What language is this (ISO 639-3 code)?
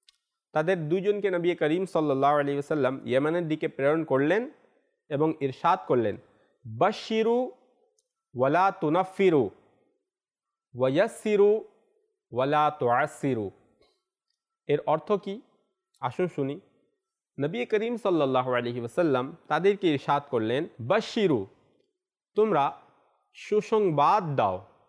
ben